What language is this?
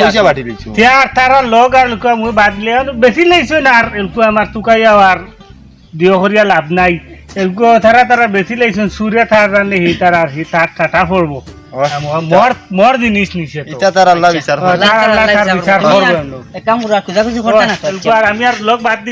Sylheti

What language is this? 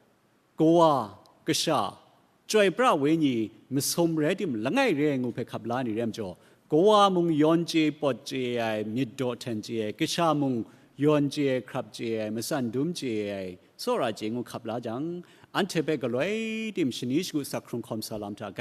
Kachin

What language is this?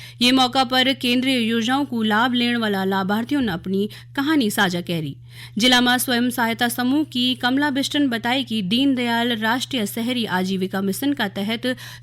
Garhwali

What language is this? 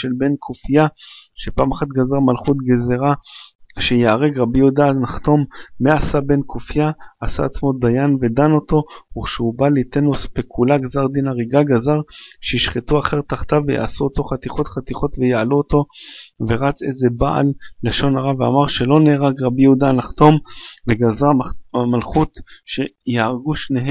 Hebrew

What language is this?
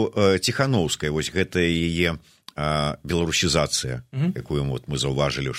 Belarusian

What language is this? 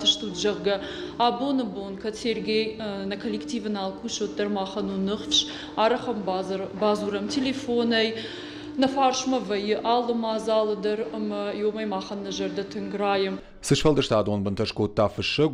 Ossetic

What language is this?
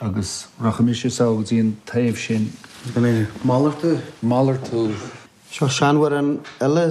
Irish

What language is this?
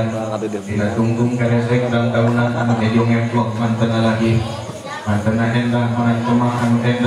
Sundanese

